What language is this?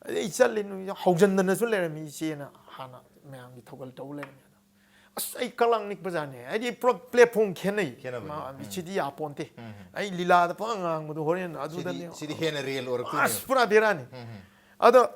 Manipuri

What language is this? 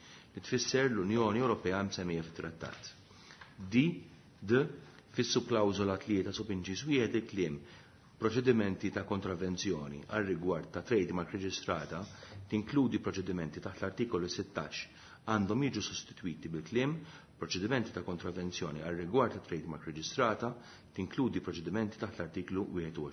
Maltese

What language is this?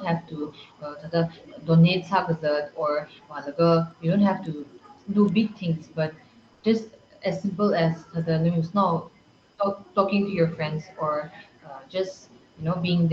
Tangkhul Naga (India)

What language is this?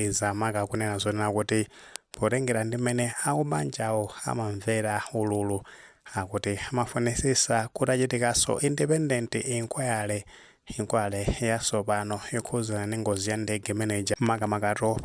Nyanja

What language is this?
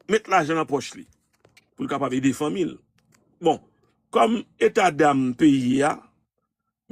Haitian Creole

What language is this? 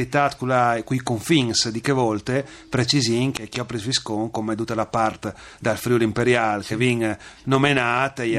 Friulian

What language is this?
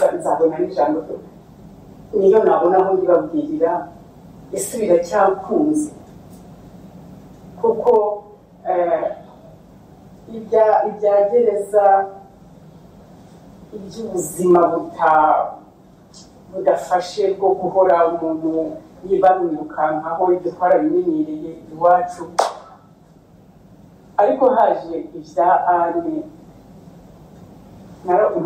Kinyarwanda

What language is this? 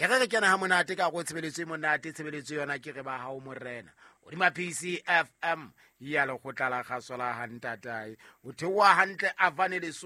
Southern Sotho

